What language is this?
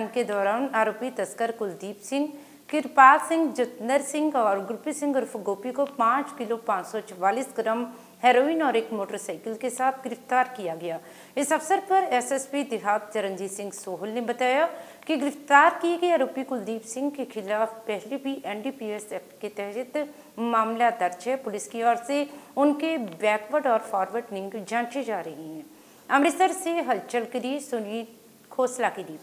Hindi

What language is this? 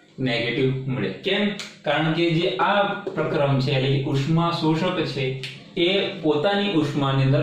Gujarati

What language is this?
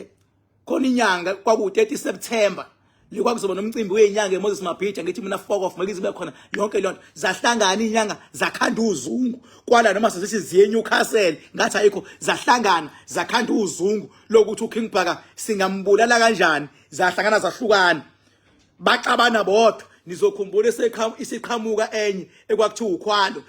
Zulu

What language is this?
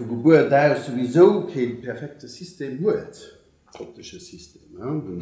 Luxembourgish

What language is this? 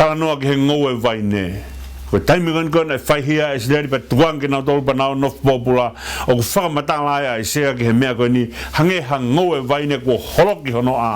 Tongan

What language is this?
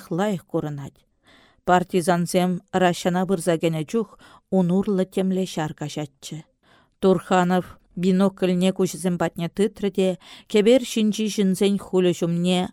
Chuvash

